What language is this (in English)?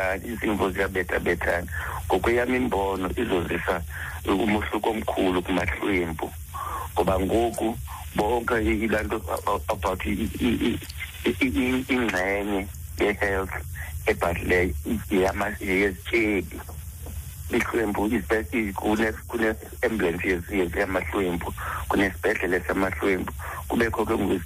Xhosa